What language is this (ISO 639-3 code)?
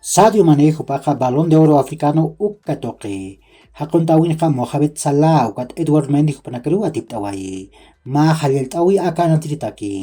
aym